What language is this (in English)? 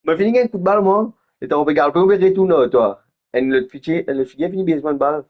Morisyen